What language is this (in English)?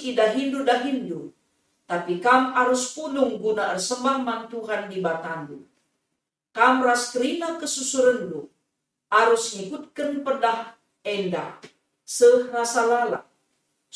Batak Karo